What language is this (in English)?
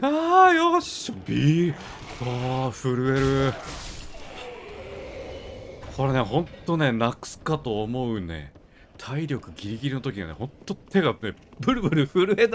Japanese